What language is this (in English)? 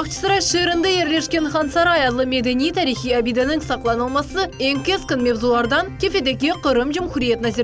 Crimean Tatar